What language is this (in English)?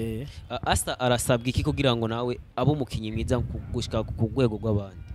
Rundi